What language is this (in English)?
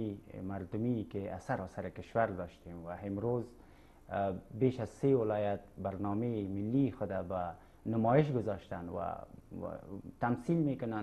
Persian